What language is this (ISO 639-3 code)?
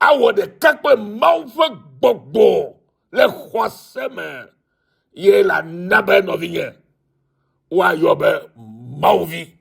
ewe